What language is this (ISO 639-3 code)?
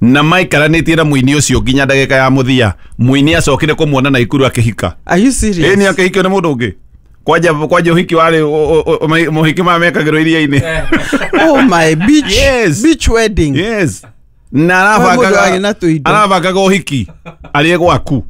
kik